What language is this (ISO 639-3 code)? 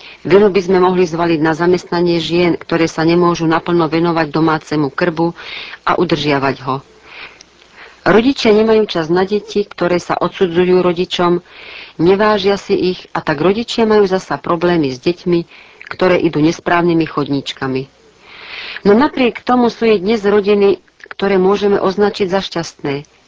slk